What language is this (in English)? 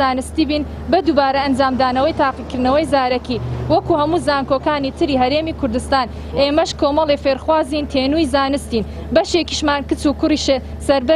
Central Kurdish